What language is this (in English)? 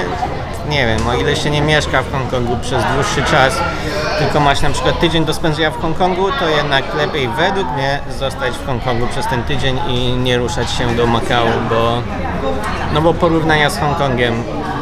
Polish